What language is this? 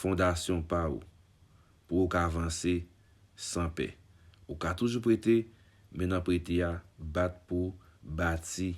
Haitian Creole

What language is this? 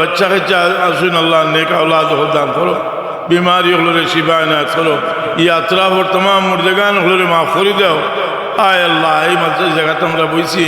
Sylheti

